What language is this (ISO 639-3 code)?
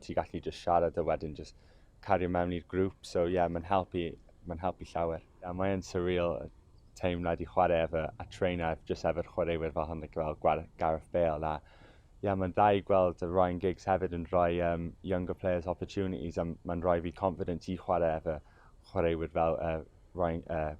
cym